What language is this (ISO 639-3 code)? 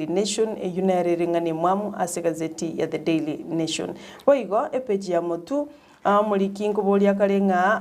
guz